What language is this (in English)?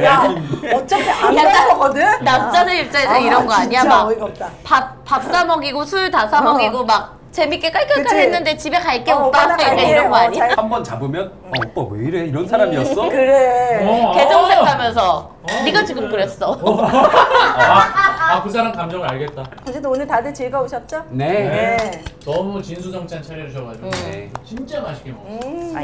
Korean